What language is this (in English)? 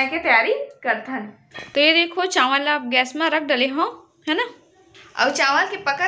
Chhattisgarhi